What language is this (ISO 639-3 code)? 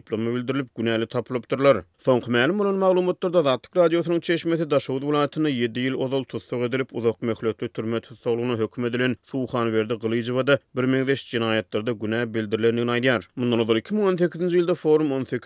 tuk